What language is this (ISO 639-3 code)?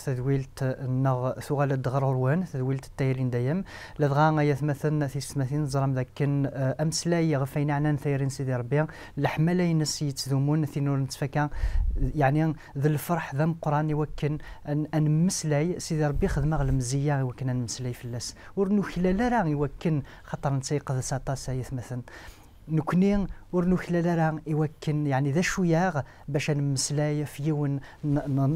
kab